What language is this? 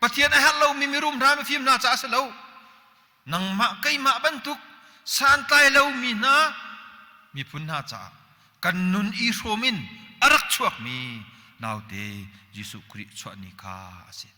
Hakha Chin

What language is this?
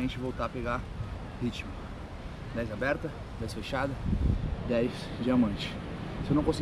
Portuguese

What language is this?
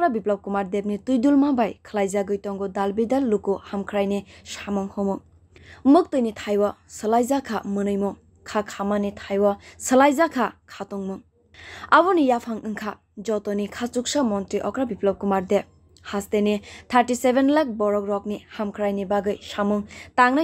Kok Borok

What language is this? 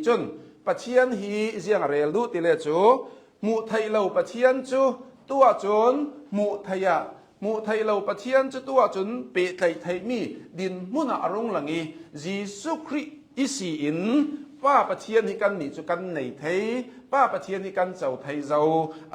Hakha Chin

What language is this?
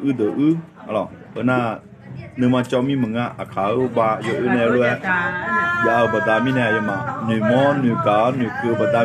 Akha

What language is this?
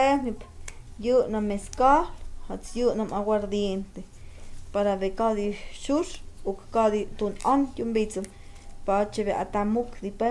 Totontepec Mixe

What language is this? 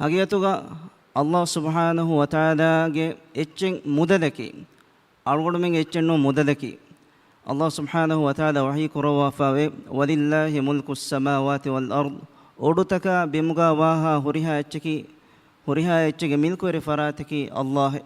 Divehi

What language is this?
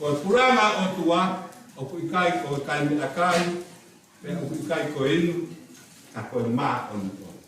Tongan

